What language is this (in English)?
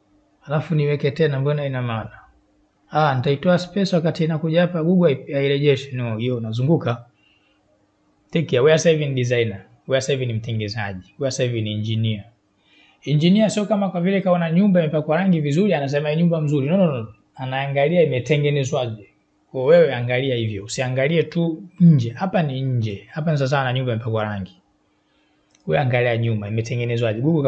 Swahili